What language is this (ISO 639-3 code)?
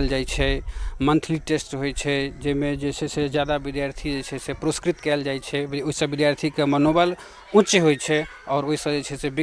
mai